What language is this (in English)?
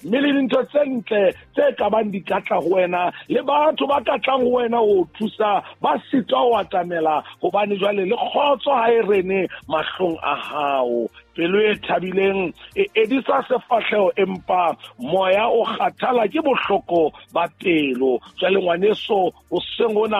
Southern Sotho